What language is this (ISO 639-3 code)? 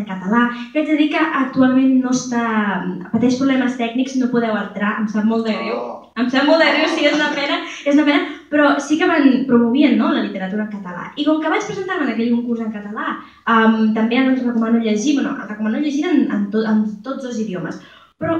cat